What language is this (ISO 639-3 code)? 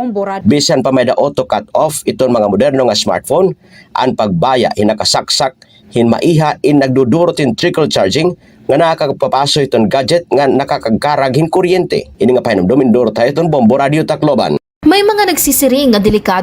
war